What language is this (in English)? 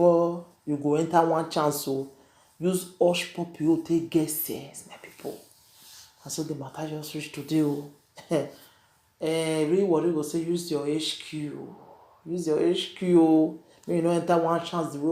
Nigerian Pidgin